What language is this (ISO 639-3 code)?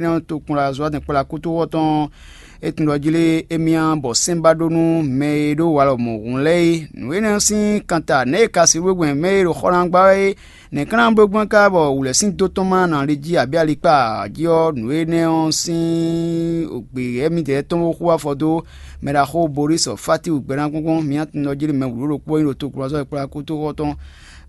fon